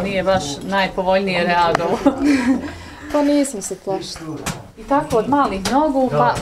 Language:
Bosnian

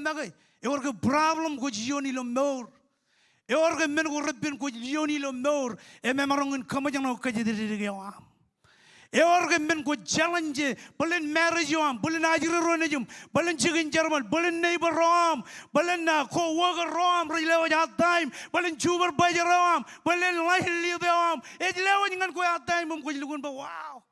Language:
Marshallese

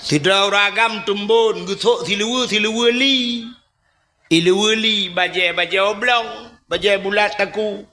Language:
Achinese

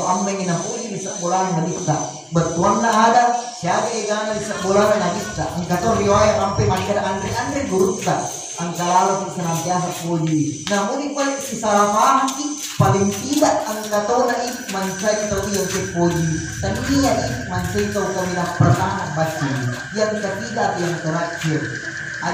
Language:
Buginese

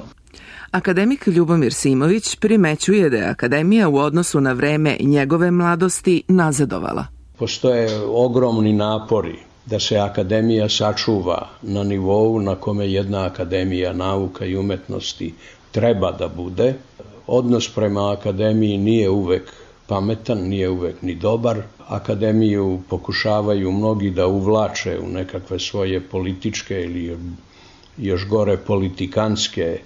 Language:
Serbian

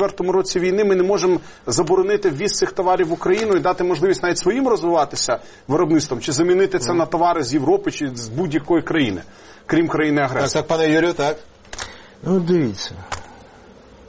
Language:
Ukrainian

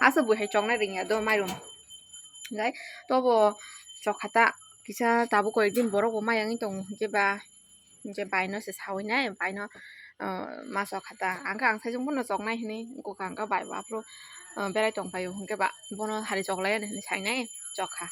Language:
Kok Borok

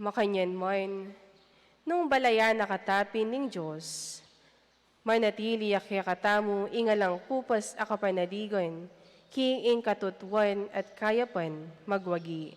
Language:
Pampanga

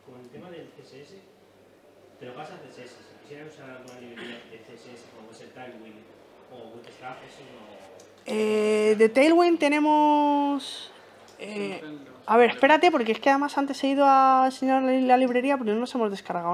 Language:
Spanish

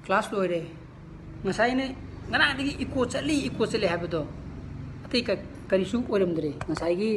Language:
Manipuri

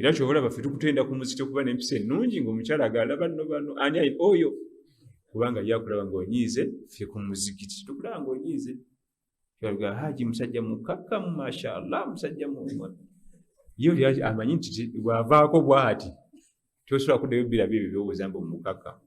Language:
Ganda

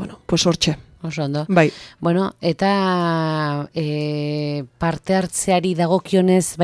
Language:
Basque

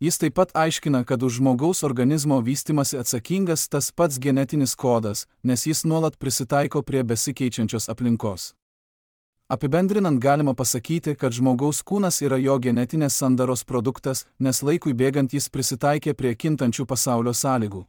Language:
Lithuanian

